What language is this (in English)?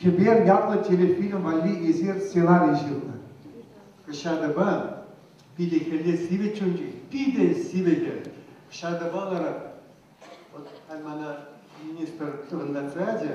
Chuvash